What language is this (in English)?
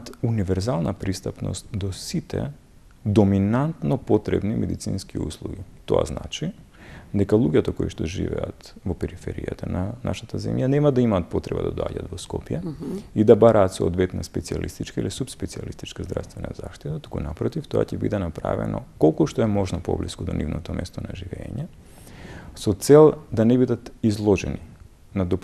Macedonian